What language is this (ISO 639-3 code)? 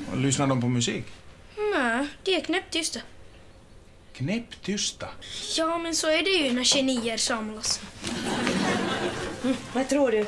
swe